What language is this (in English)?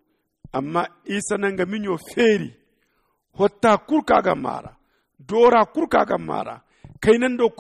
Zarma